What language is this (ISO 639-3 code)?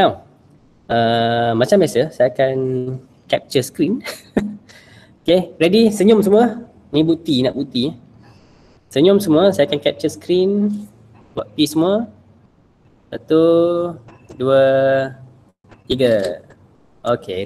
msa